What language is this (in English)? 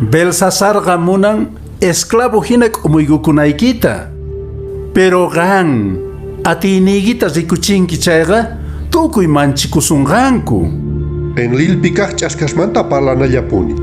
Quechua